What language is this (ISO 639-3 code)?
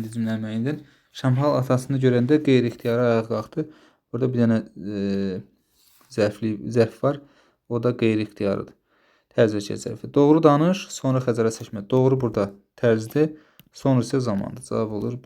aze